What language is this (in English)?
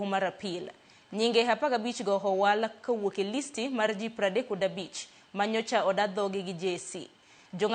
Luo (Kenya and Tanzania)